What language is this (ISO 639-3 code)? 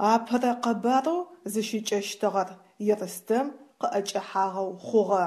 ady